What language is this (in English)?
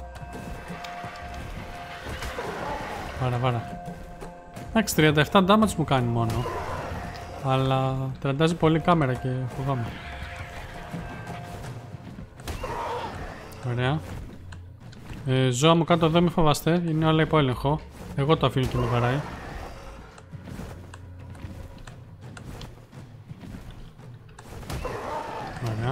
Greek